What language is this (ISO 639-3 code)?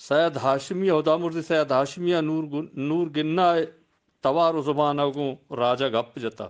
bgp